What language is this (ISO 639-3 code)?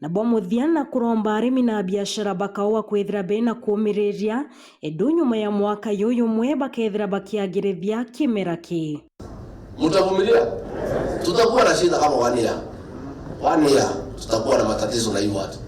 mer